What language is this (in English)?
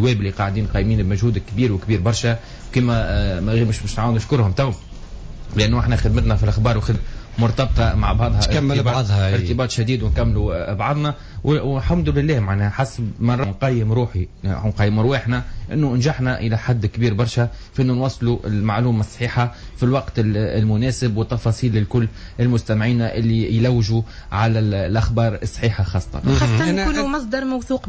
Tunisian Arabic